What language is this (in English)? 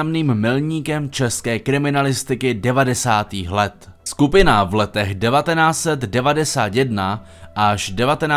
Czech